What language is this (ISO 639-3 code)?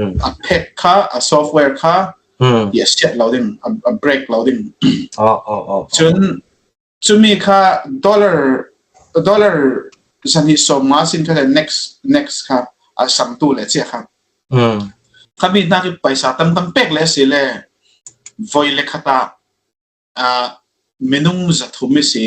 cfm